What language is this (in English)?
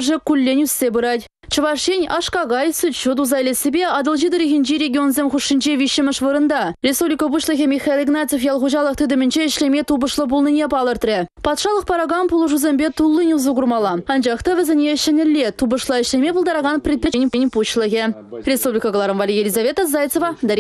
Chuvash